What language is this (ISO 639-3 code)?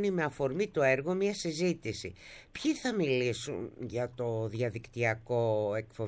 ell